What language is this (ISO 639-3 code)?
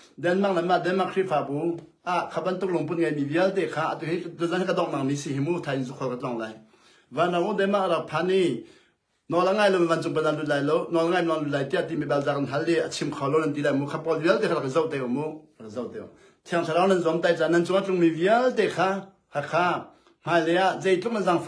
cnh